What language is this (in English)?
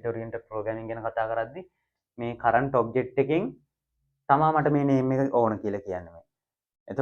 Sinhala